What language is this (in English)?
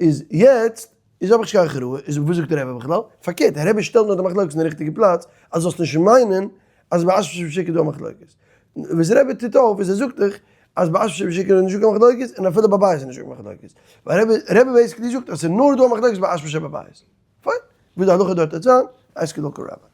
Yiddish